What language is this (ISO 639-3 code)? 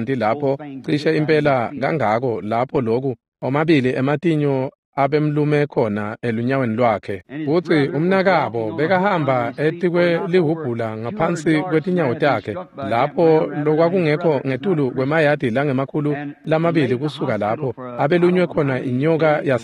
ssw